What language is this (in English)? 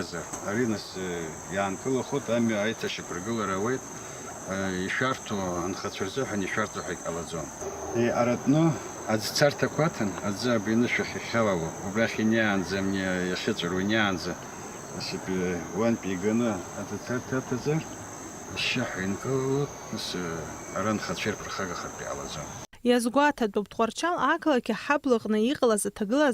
Abkhazian